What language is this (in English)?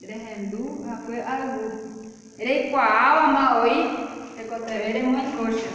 Guarani